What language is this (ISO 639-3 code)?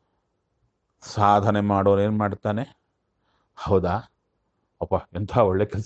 kan